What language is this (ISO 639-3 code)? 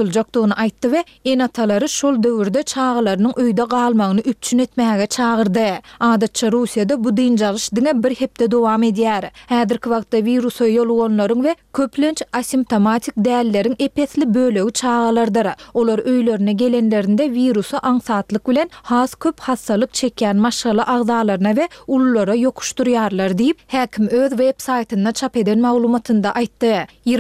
tuk